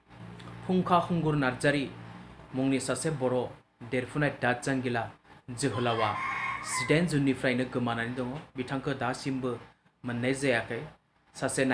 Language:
Bodo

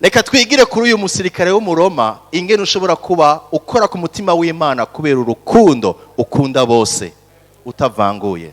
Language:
Rundi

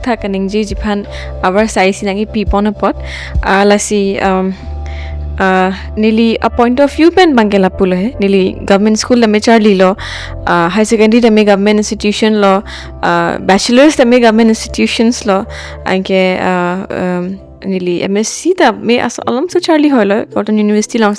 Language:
Karbi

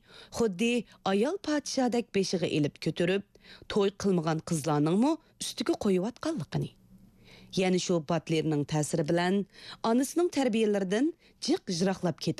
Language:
Uyghur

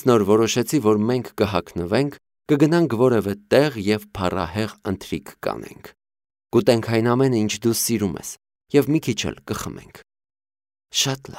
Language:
Armenian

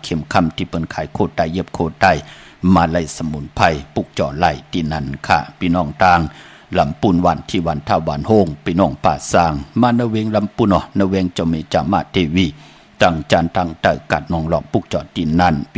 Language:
Shan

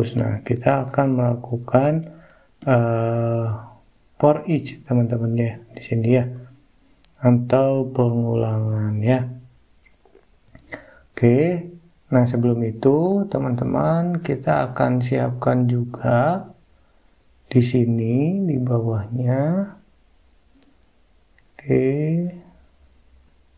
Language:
Indonesian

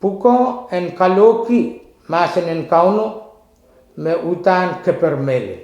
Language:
Pohnpeian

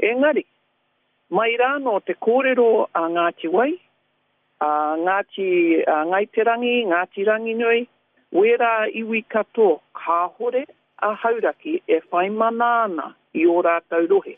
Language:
Māori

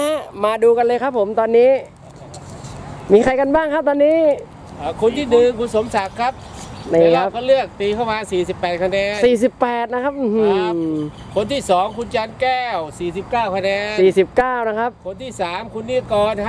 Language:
Thai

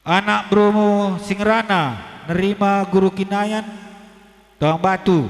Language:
Batak Karo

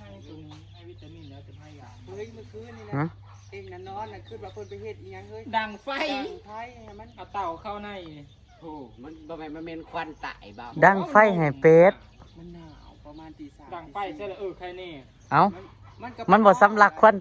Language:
Northeastern Thai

